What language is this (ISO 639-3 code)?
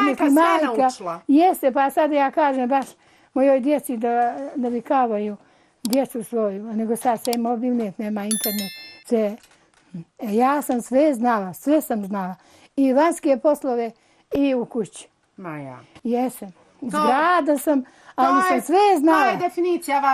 bos